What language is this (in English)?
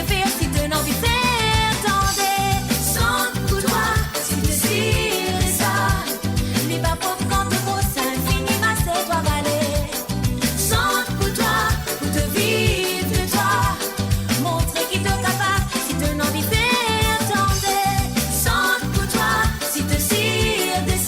Morisyen